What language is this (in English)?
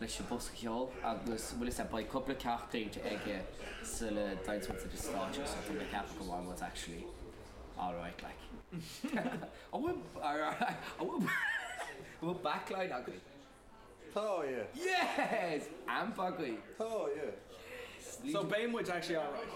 Irish